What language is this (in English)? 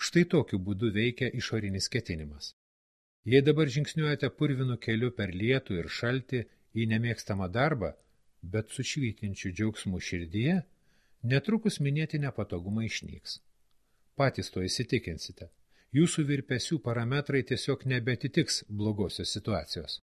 Lithuanian